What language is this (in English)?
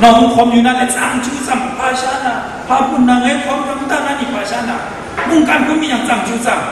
Kachin